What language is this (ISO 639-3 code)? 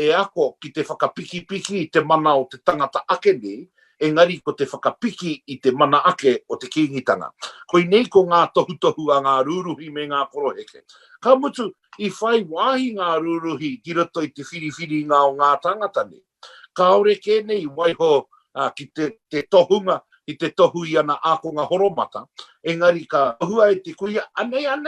mri